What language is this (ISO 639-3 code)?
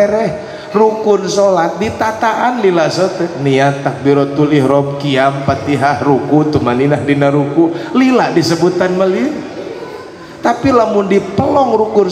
sun